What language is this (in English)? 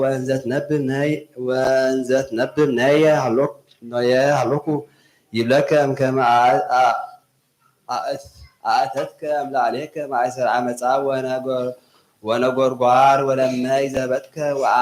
Geez